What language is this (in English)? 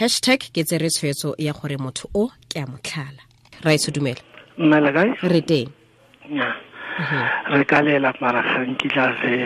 Tswana